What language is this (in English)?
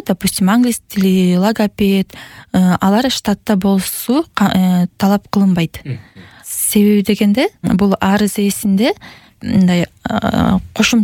Kyrgyz